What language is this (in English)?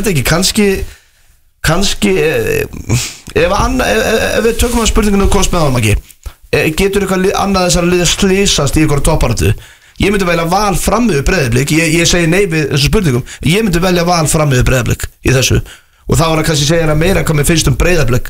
Icelandic